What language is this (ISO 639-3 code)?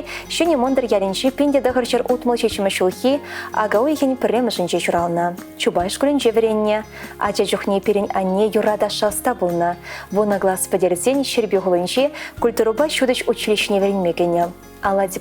chv